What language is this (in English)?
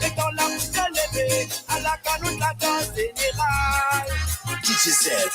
Morisyen